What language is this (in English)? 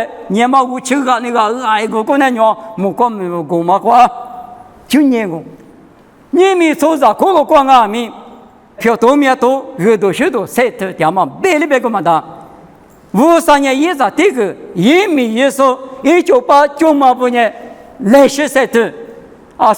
Lisu